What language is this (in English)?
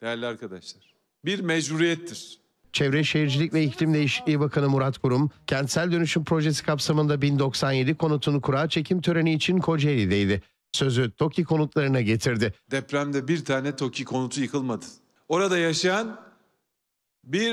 Turkish